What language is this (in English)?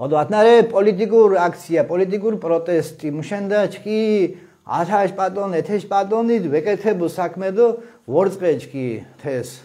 Mingrelian